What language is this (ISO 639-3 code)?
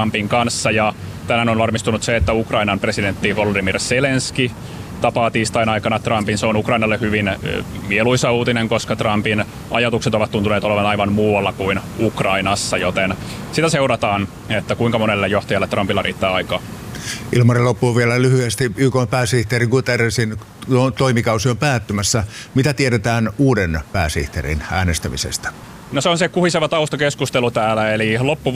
fin